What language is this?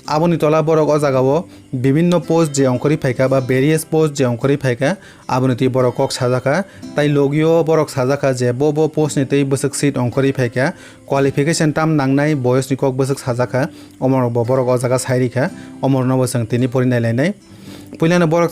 Kok Borok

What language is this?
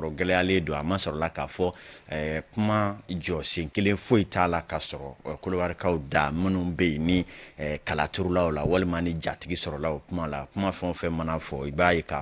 Bambara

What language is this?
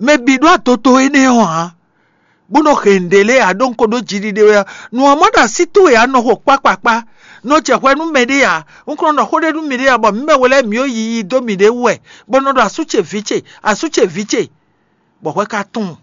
Fon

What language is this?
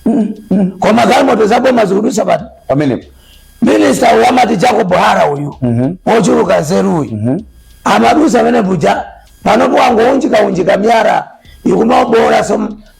Nyanja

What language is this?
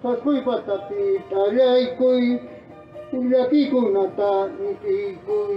Quechua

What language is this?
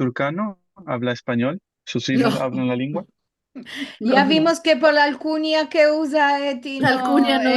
Ladino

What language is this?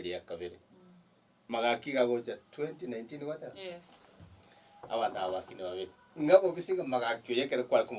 Gusii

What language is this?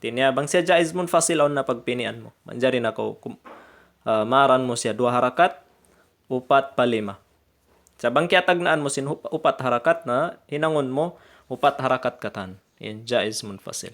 Tausug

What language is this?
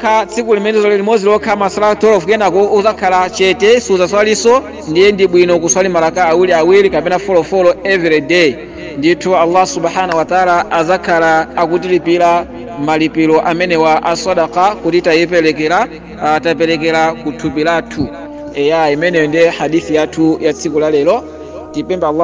Nyanja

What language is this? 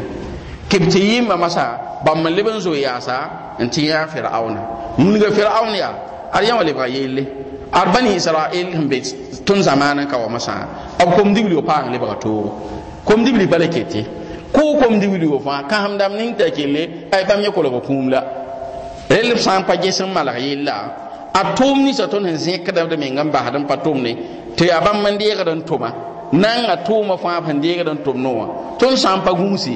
Mossi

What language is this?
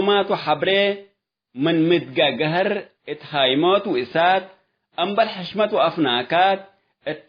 Tigre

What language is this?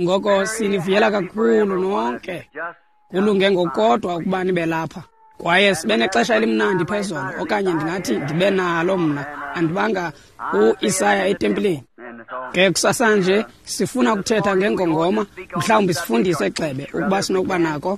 Xhosa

